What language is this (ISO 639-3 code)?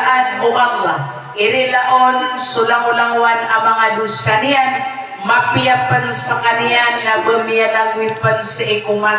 mrw